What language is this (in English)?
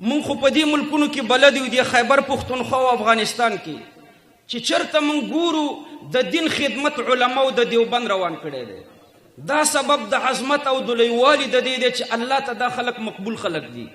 Pashto